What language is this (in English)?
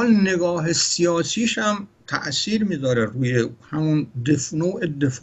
Persian